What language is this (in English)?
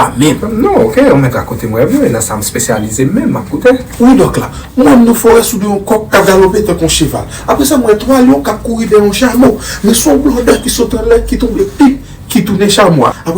Haitian Creole